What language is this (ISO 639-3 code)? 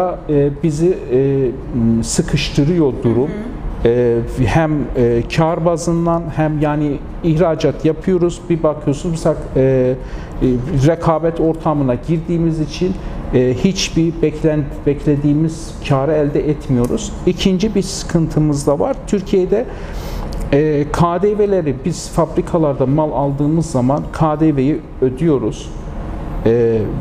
tur